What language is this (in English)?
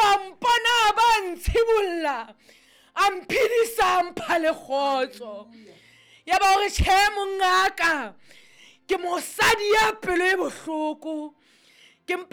Southern Sotho